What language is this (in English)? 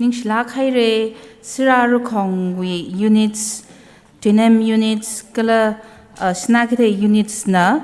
Tangkhul Naga (India)